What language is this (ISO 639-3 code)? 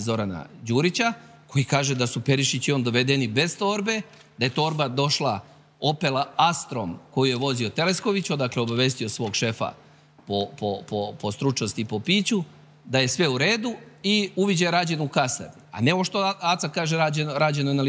srp